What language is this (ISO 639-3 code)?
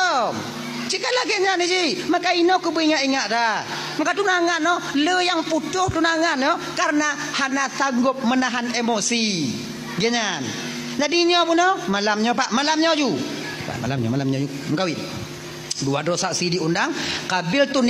ace